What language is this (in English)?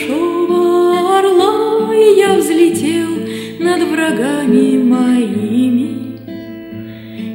Russian